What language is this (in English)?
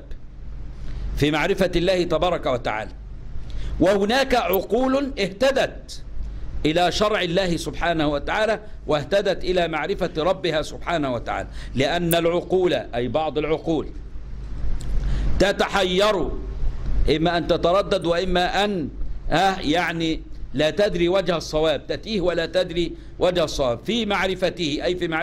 Egyptian Arabic